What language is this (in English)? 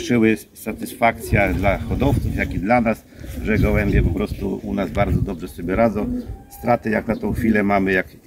Polish